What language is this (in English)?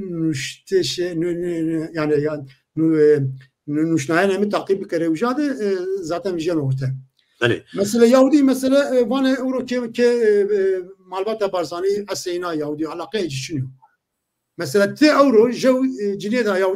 Zaza